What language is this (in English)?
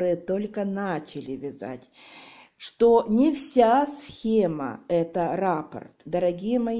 Russian